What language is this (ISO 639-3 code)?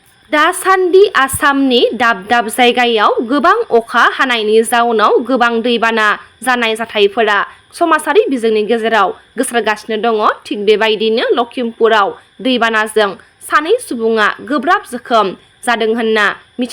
brx